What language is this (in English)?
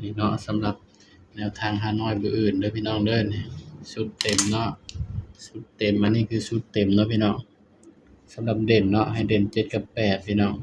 Northeastern Thai